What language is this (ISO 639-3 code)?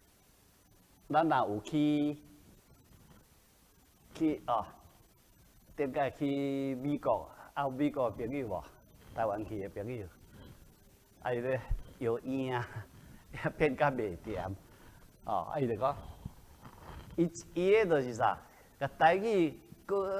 nan